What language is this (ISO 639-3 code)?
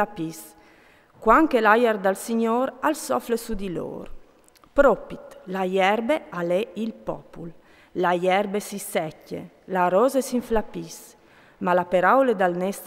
fur